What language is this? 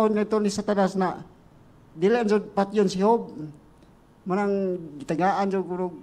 Cebuano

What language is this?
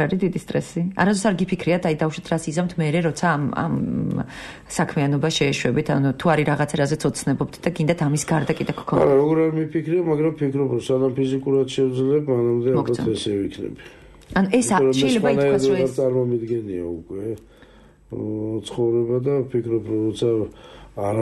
Georgian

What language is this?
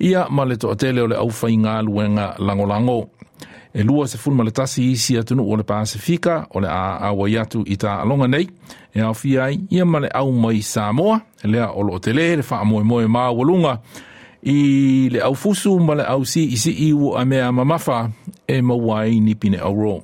Samoan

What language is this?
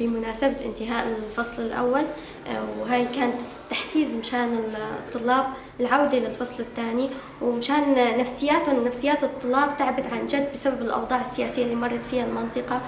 Kurdish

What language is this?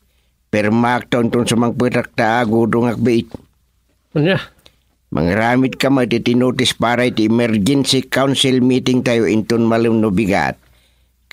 Iloko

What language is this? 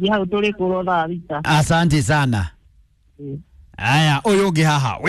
Kikuyu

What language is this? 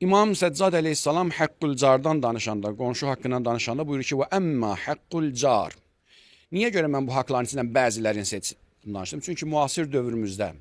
Azerbaijani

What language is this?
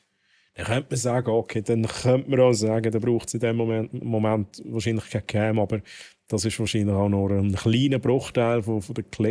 Swiss German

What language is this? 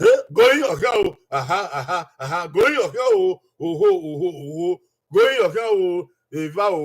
Bini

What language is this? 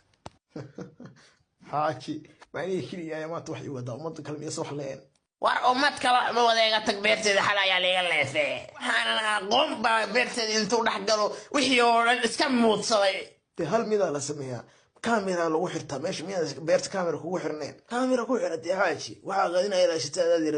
Somali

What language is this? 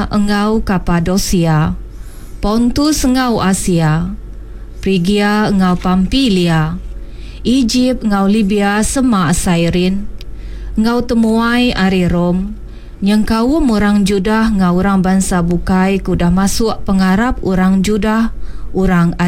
Iban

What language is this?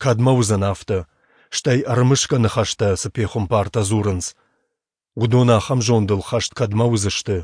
Ossetic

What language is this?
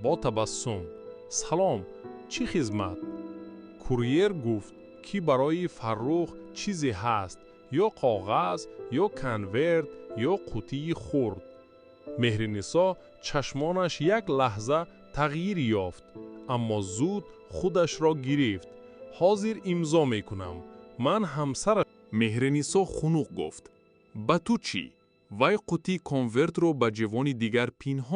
Tajik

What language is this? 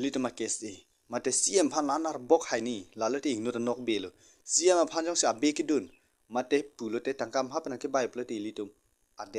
Karbi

